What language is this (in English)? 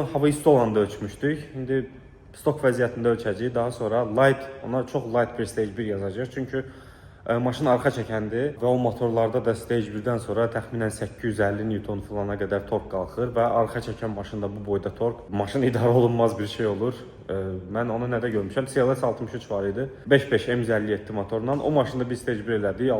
Azerbaijani